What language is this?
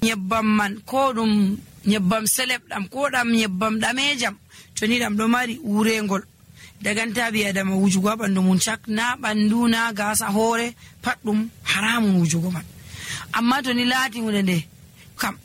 Nigerian Fulfulde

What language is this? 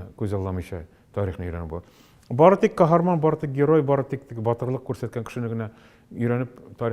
Tatar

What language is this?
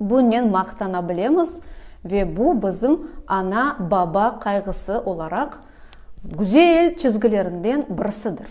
Crimean Tatar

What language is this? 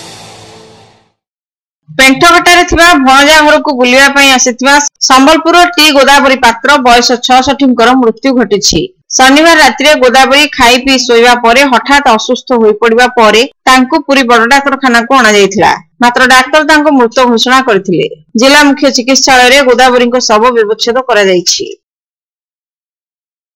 Odia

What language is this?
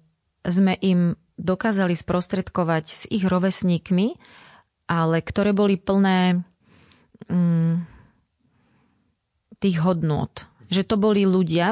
Slovak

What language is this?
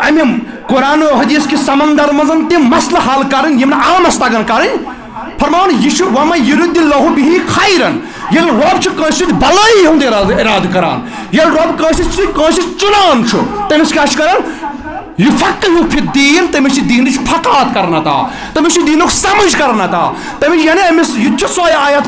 Kashmiri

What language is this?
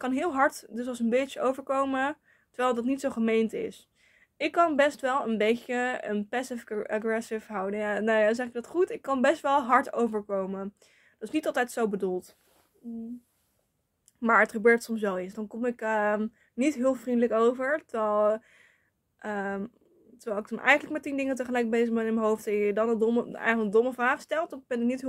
Dutch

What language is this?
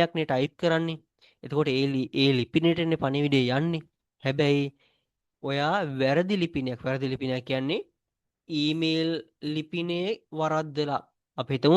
Sinhala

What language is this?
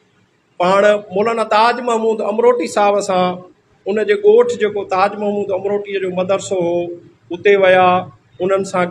Sindhi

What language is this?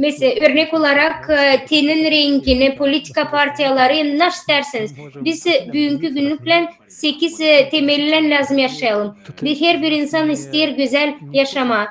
Gagauz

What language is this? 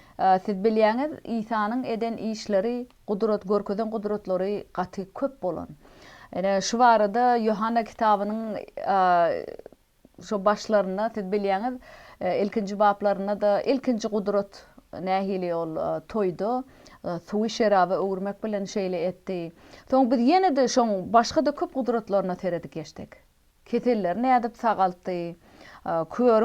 Turkmen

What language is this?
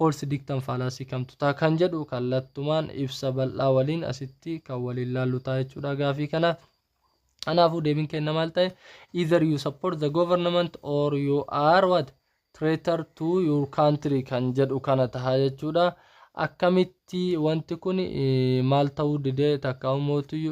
Oromo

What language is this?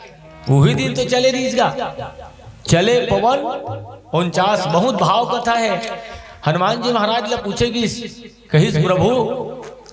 Chhattisgarhi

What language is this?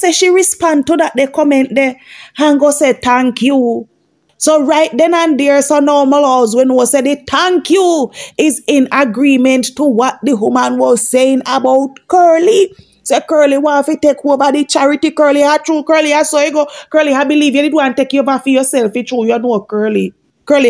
Jamaican Creole English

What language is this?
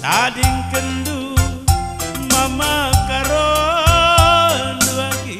Batak Karo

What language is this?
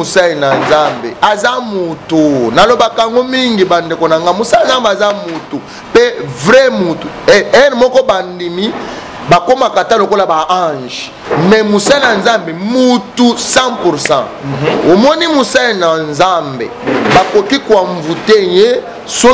Lingala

